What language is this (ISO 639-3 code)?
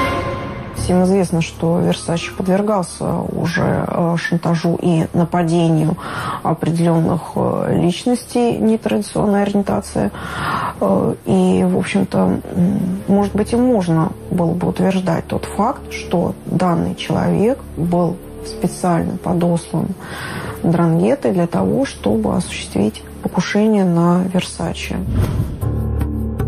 rus